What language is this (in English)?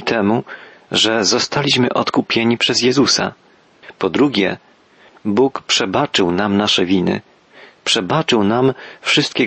Polish